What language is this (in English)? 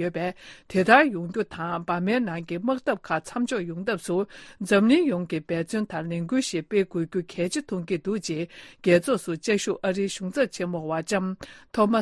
Tibetan